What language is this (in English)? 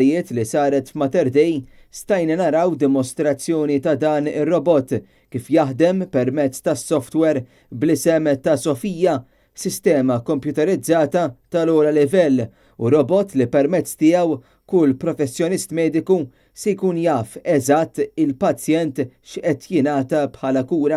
Maltese